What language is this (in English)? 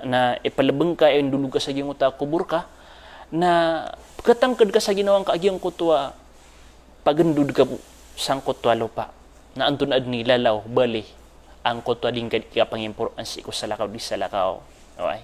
Maranao